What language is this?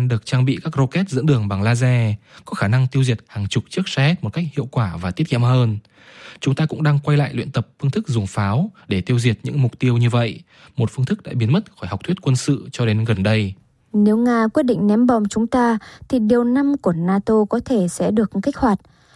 Vietnamese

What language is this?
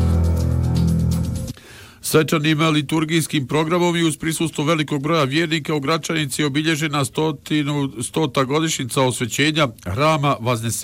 Bosnian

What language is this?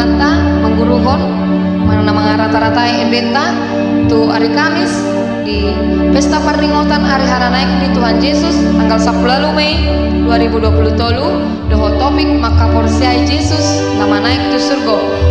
Batak Toba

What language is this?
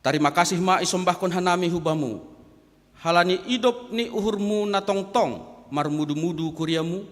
Batak Simalungun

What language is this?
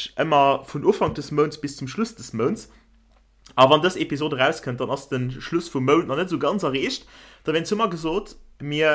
Luxembourgish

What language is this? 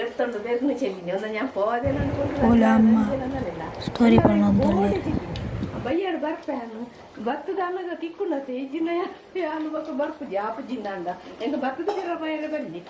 Tulu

